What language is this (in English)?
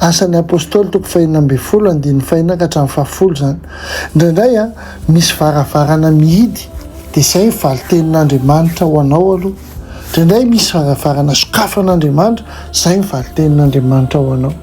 Malagasy